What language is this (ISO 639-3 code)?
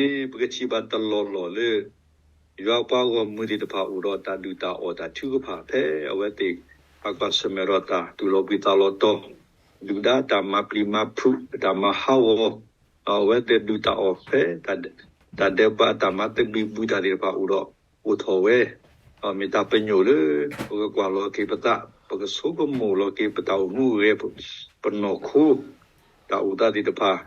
ksw